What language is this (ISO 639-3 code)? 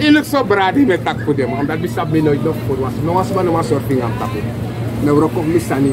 srn